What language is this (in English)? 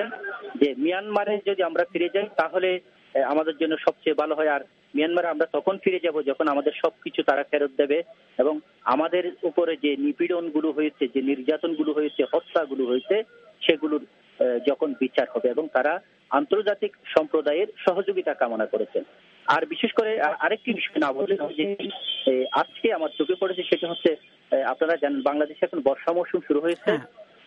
Bangla